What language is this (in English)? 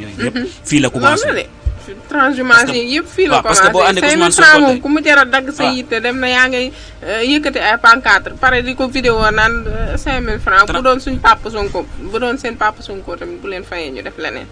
Wolof